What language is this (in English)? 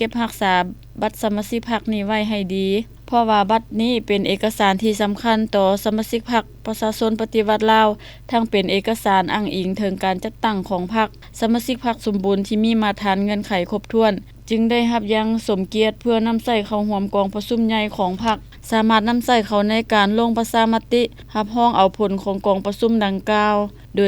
Lao